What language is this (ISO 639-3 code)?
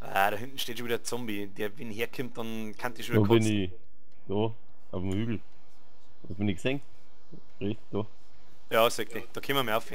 bar